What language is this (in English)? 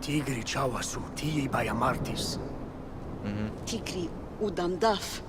Swiss German